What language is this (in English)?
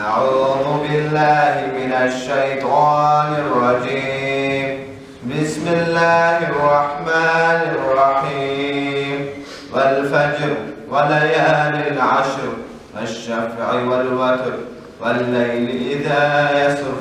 Kumyk